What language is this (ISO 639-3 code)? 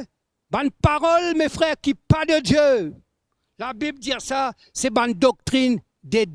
mfe